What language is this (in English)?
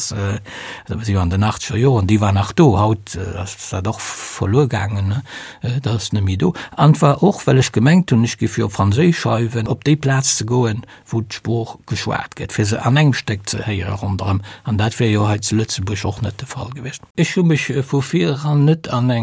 Luxembourgish